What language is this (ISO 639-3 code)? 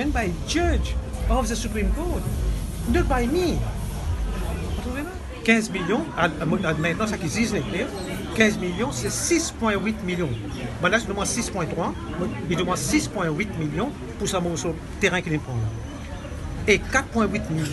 mfe